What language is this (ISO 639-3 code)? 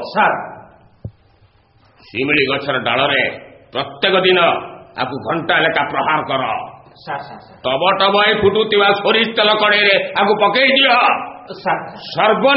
ori